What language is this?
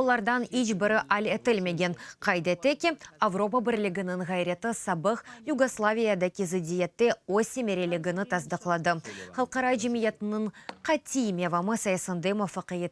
Crimean Tatar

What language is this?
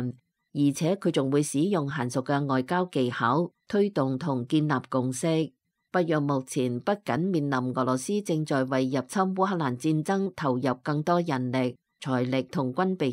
Cantonese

